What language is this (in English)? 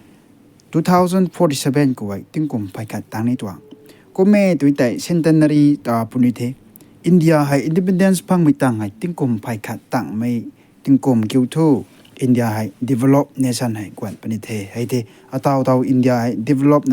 Rongmei Naga